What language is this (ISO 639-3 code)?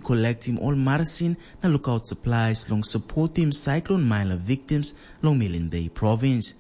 tpi